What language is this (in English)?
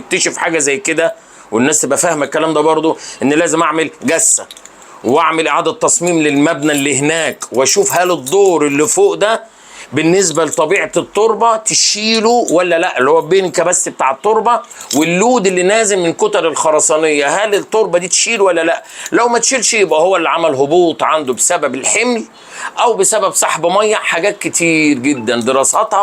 Egyptian Arabic